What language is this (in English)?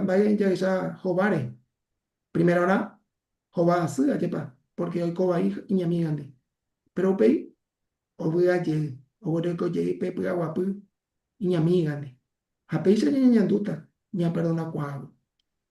Guarani